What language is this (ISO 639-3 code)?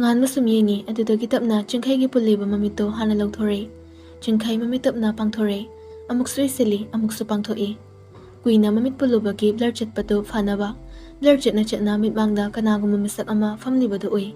mni